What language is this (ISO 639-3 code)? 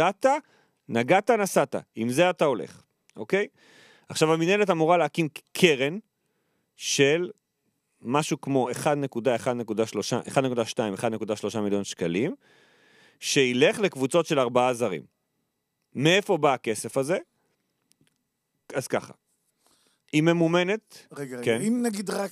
heb